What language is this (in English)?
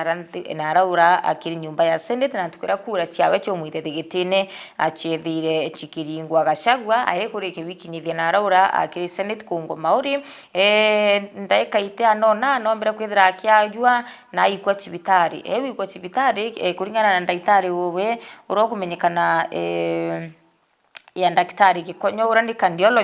Meru